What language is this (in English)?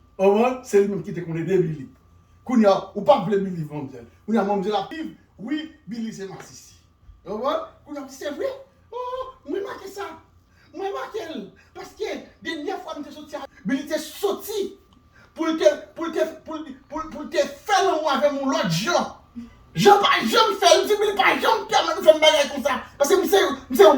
Haitian Creole